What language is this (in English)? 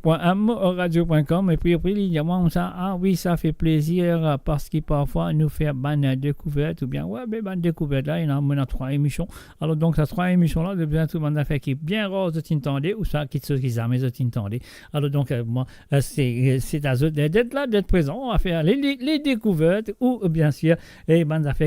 Morisyen